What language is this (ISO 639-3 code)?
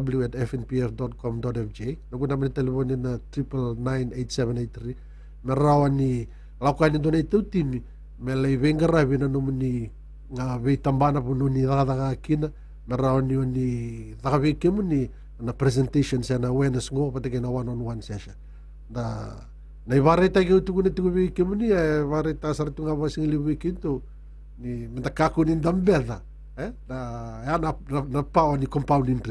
fij